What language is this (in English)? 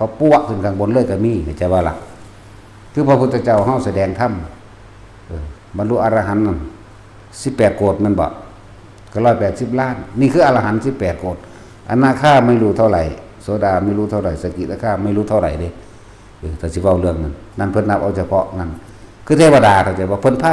Northeastern Thai